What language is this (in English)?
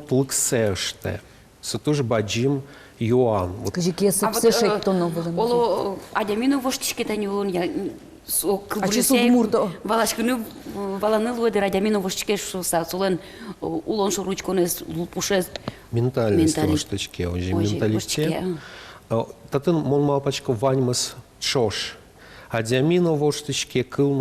Udmurt